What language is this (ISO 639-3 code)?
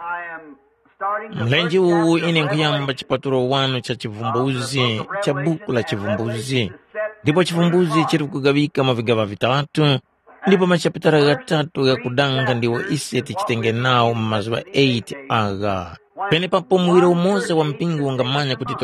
tum